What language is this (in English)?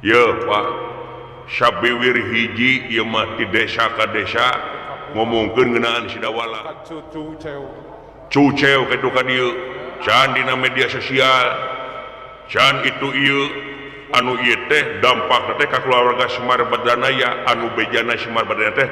Sundanese